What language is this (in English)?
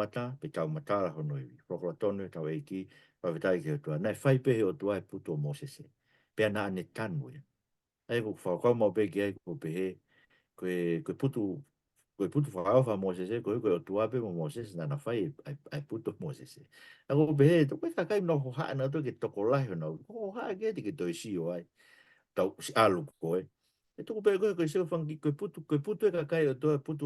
Tongan